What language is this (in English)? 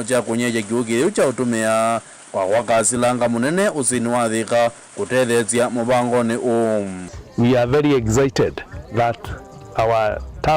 Kamba